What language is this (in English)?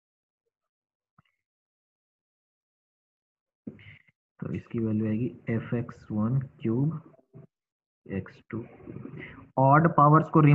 Hindi